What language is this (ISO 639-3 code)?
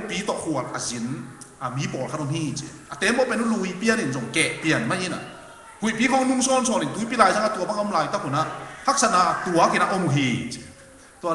ctd